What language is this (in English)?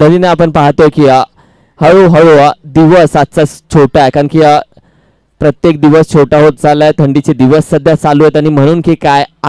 Marathi